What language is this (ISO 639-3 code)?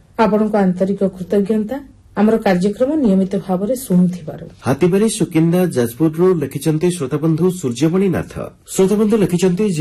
ori